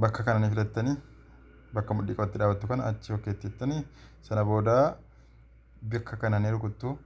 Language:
Oromo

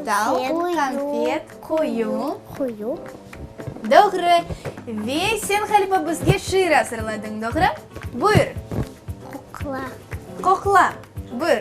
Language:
Crimean Tatar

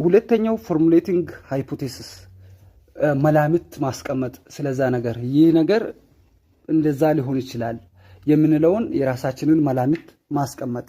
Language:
Amharic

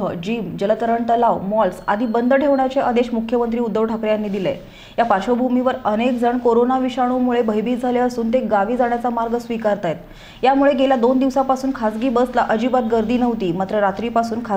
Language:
Marathi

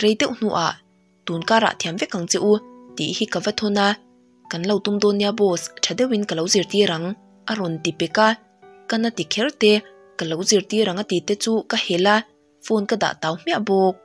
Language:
Mizo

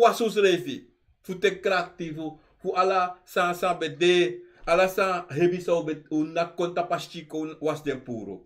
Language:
Sranan Tongo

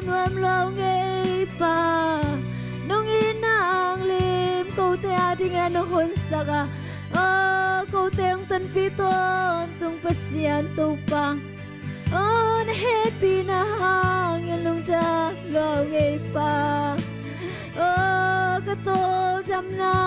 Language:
Tedim Chin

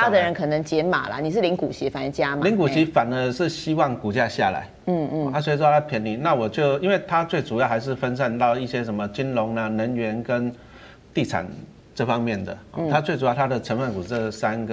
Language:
Chinese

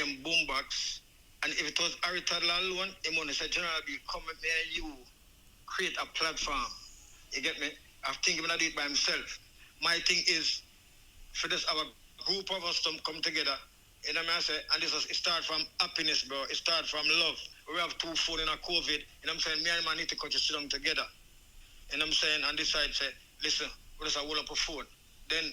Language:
Jamaican Creole English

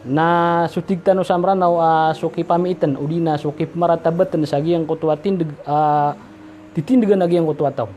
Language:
Maranao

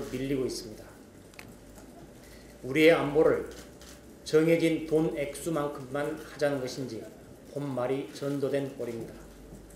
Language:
Korean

